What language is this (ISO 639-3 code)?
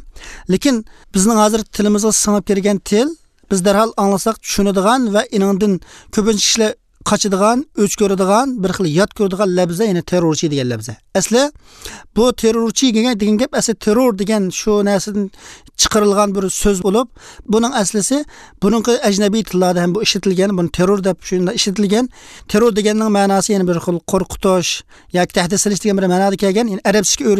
uig